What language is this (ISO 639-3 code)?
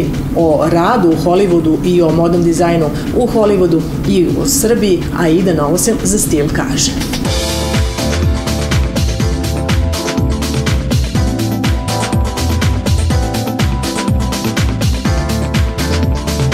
srp